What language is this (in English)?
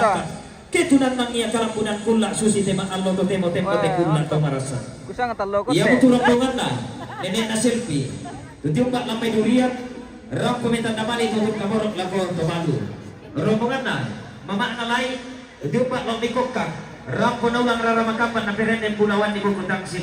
Toraja-Sa'dan